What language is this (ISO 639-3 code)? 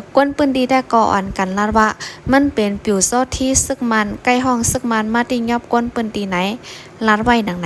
shn